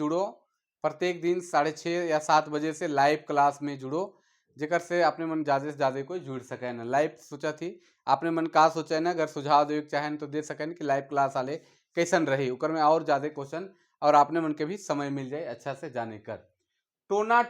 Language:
Sadri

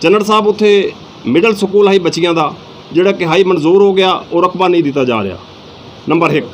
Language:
Saraiki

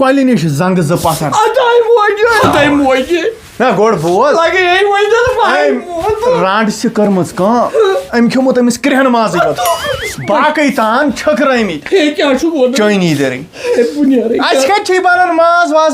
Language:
Kashmiri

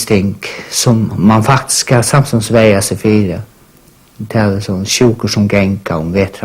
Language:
Faroese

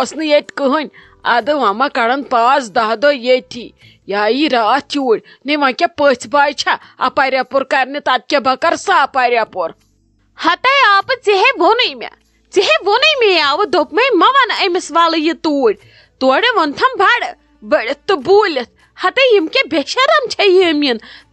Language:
Kashmiri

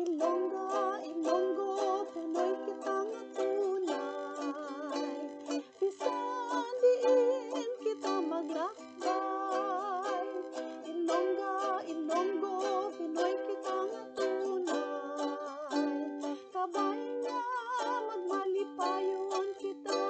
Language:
Hiligaynon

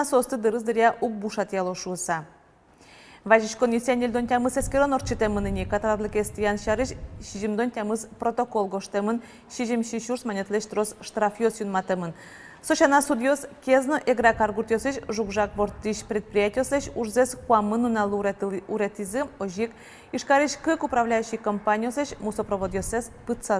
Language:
Udmurt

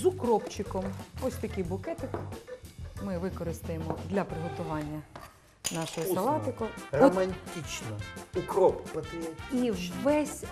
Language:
Ukrainian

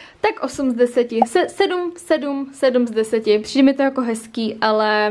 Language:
Czech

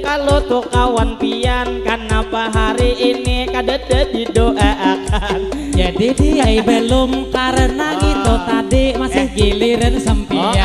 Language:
Banjar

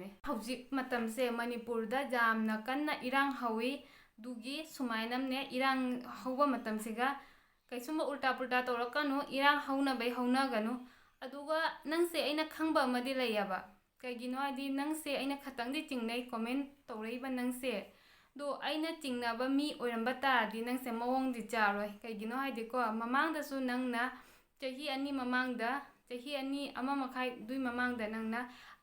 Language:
Manipuri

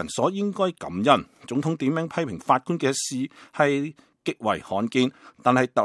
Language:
Cantonese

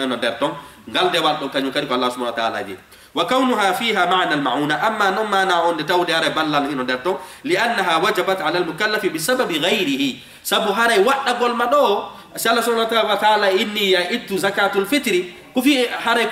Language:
Fula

